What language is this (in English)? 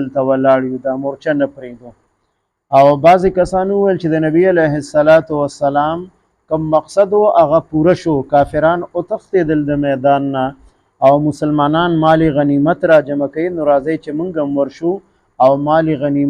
Pashto